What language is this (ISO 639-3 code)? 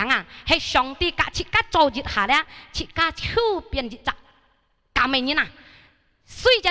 hak